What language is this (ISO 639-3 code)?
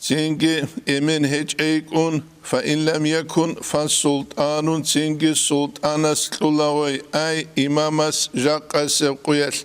ava